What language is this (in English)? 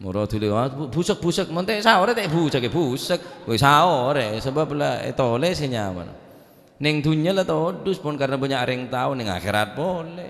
Madurese